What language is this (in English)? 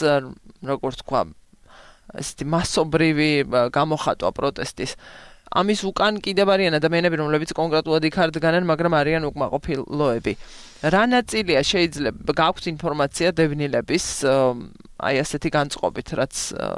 Georgian